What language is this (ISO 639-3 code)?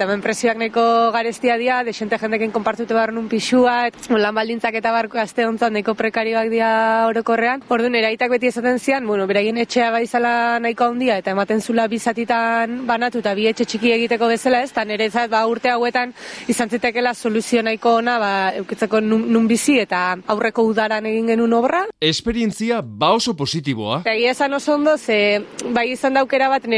eus